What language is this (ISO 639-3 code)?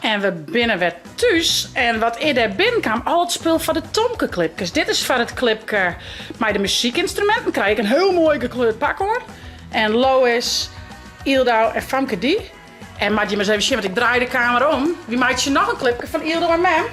fry